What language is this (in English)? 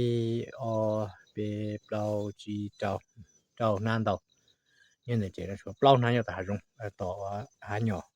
Hmong